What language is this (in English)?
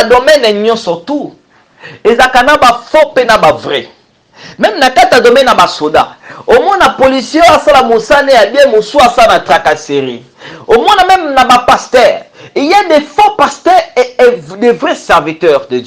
Lingala